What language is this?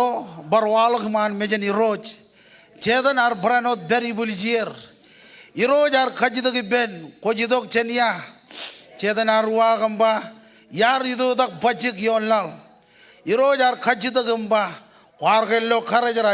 Marshallese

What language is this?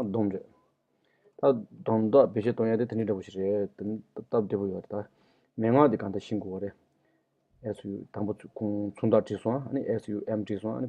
Tibetan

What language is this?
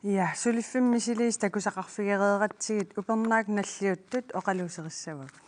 Kalaallisut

